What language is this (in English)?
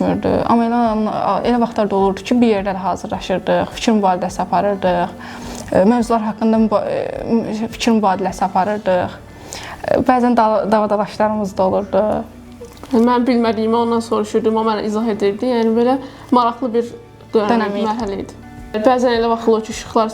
Azerbaijani